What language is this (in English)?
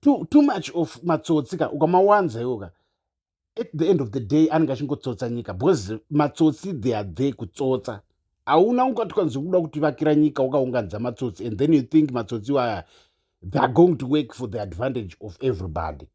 Shona